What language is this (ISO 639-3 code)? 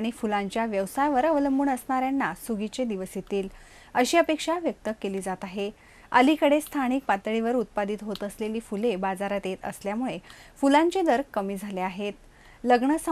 mar